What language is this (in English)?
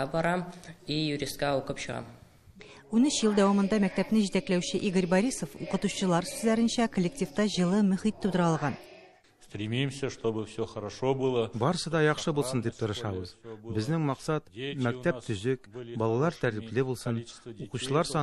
Tatar